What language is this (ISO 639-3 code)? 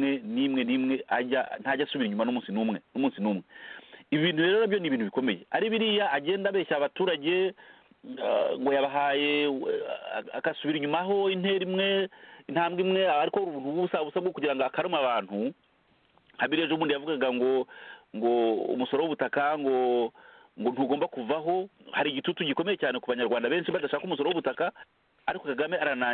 kin